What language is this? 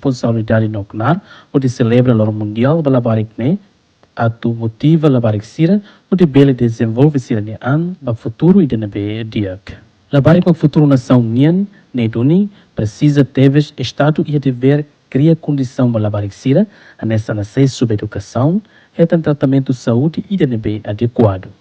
Tetum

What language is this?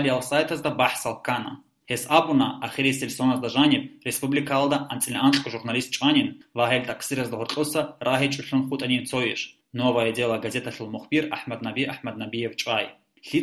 Avaric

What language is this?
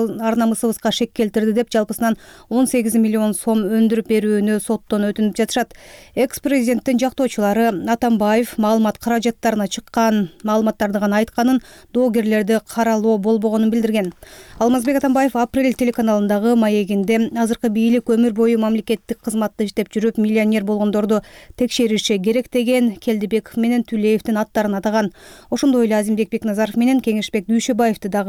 Kyrgyz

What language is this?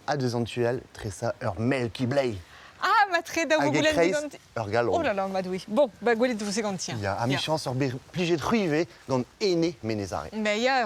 Breton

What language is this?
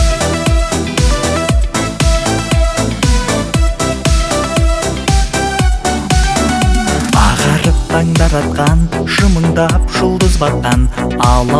Kazakh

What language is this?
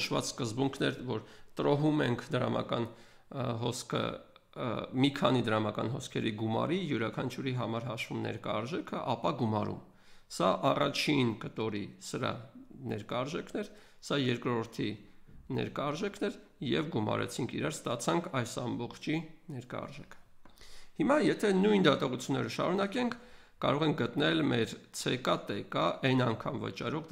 Armenian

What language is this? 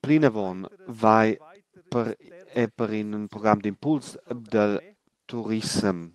Romansh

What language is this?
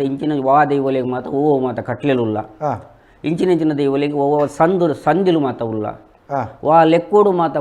Tulu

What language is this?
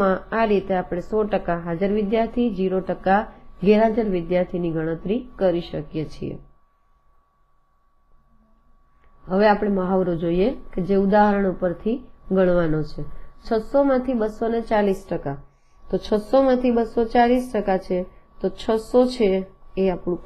Gujarati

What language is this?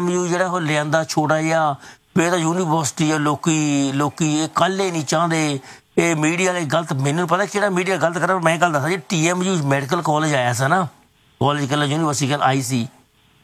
Punjabi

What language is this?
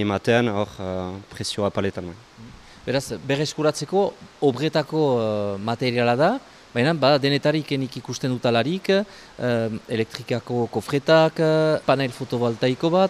Basque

